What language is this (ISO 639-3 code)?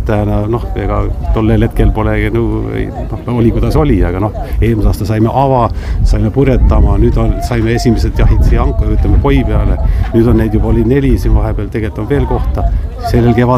est